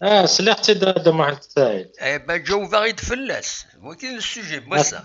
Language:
Kabyle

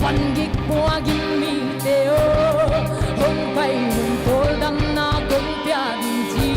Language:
Paite Chin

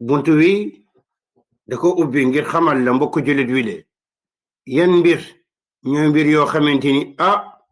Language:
Wolof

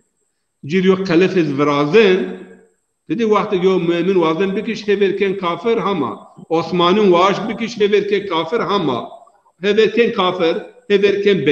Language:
Zaza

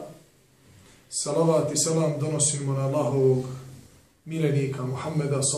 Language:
Bosnian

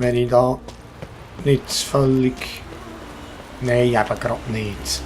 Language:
Swiss German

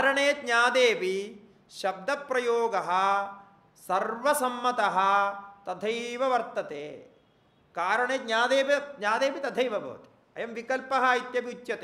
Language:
Sanskrit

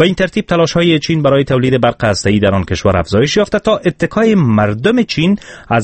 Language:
Persian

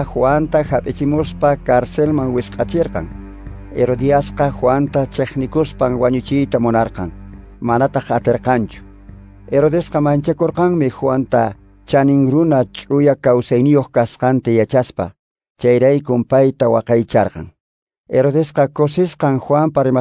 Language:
Quechua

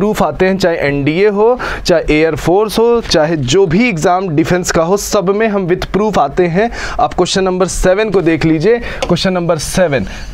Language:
Hindi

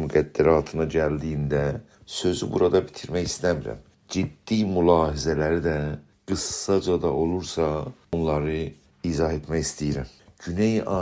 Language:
South Azerbaijani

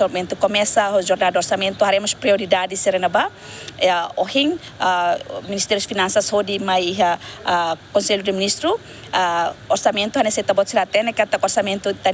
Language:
Tetum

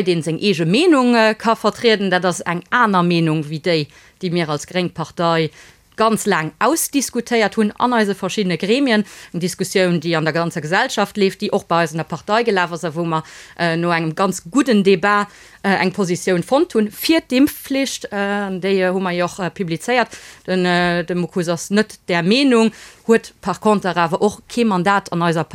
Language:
Luxembourgish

